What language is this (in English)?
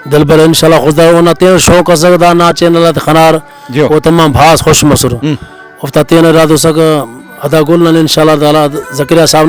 Brahui